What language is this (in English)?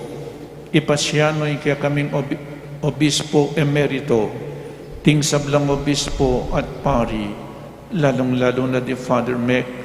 Pampanga